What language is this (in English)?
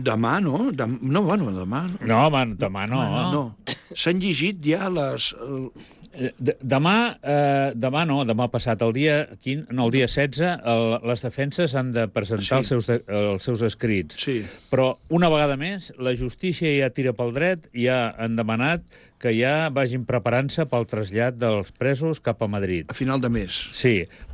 Catalan